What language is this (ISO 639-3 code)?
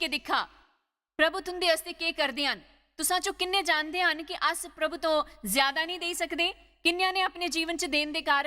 doi